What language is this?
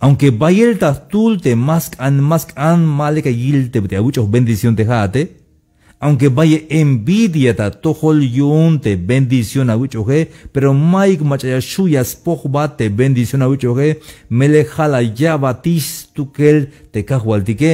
Tzeltal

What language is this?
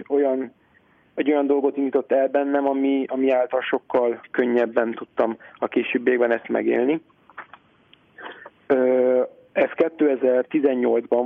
Hungarian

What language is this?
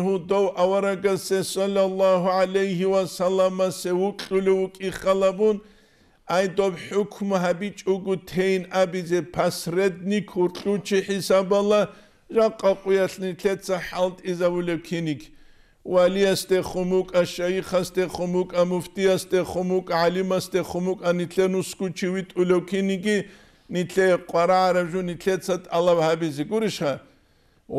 Avaric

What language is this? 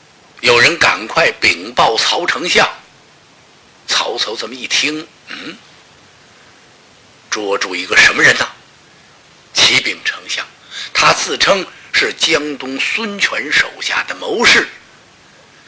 Chinese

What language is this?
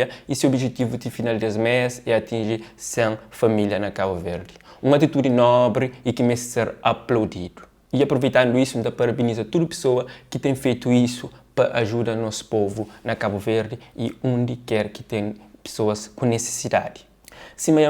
Kabuverdianu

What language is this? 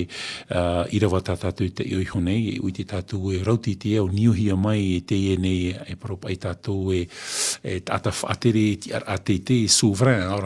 Tahitian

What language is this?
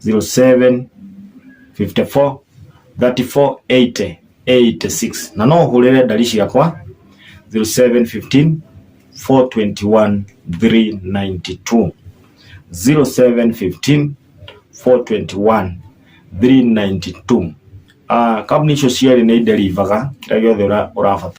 Kikuyu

